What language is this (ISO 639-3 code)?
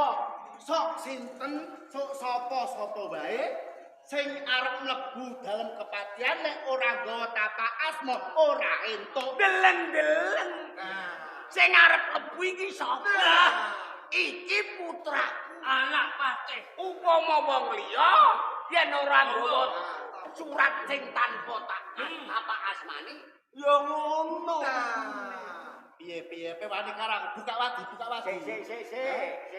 jav